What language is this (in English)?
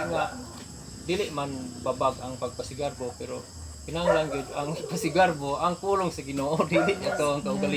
Cebuano